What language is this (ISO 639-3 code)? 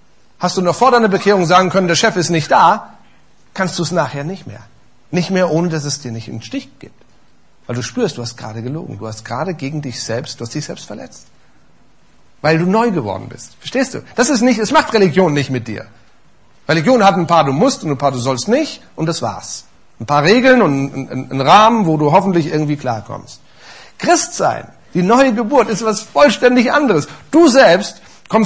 deu